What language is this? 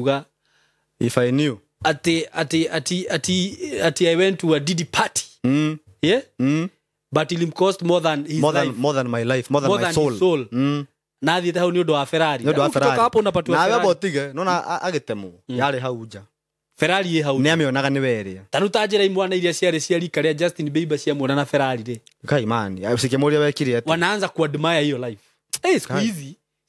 Kikuyu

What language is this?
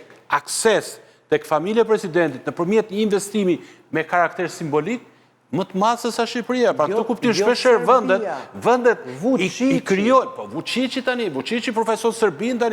Albanian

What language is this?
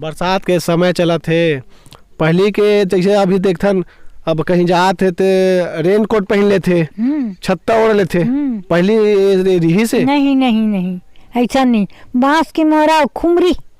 Chhattisgarhi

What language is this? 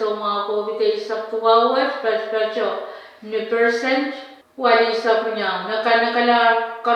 Pohnpeian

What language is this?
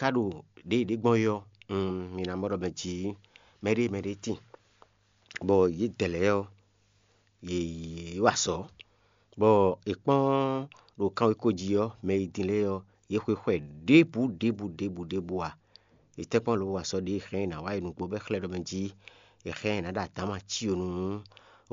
Fon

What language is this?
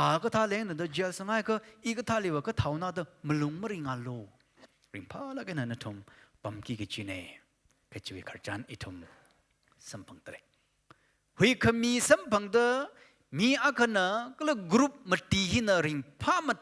Tangkhul Naga (India)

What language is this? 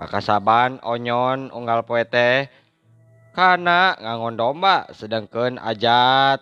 Sundanese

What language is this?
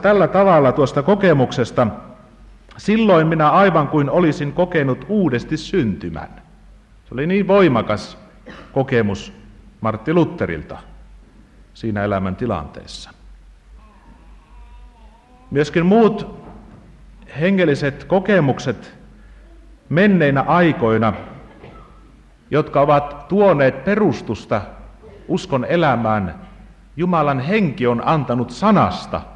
Finnish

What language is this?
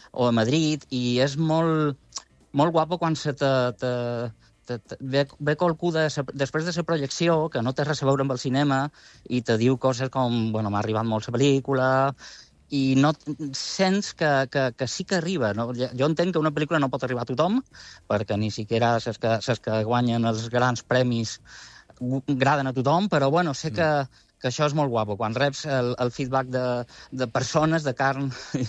Catalan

